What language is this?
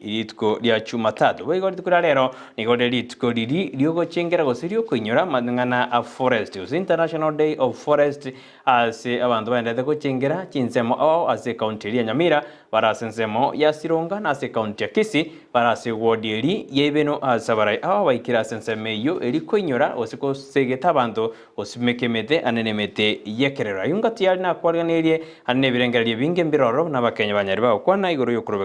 Gusii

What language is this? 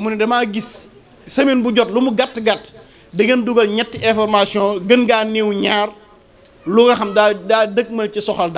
Wolof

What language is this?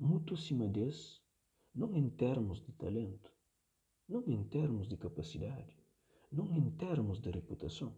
Kabuverdianu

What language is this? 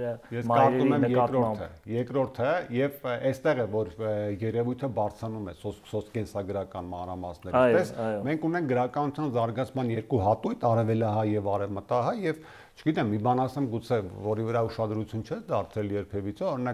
Armenian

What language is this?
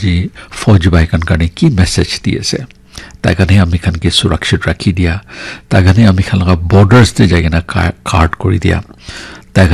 Naga Pidgin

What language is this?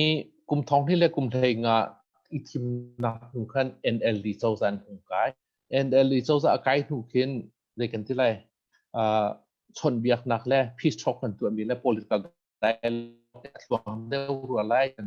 Hakha Chin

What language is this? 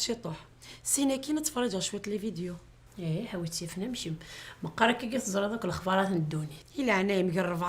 Kabyle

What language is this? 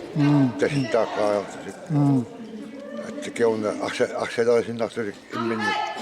Kalaallisut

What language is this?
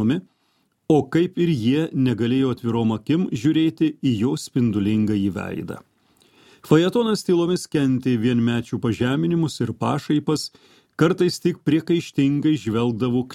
Lithuanian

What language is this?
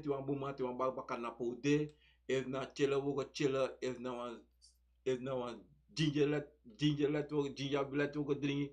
Sranan Tongo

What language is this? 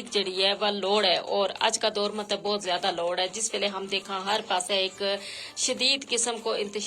Gujari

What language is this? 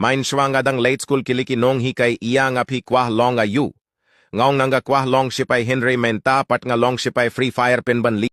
Khasi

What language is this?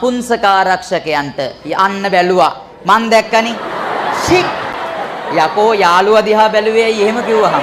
Sinhala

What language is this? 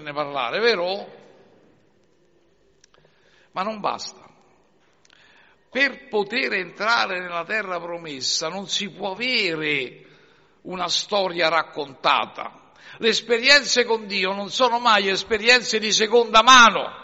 Italian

